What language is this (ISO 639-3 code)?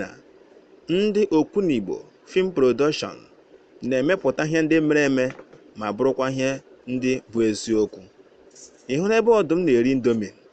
ibo